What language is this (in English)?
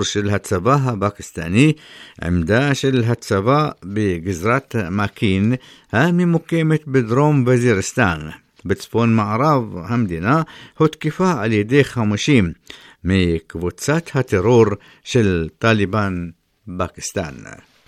Hebrew